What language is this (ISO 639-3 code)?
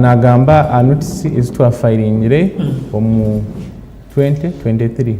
nyn